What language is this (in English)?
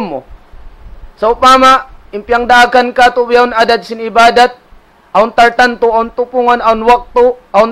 Tausug